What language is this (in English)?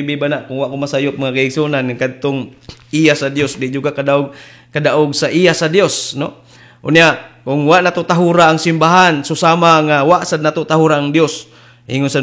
Cebuano